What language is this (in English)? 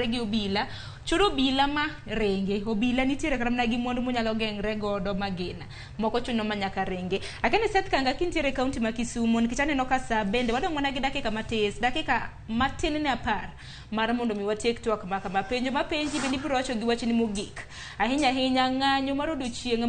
Luo (Kenya and Tanzania)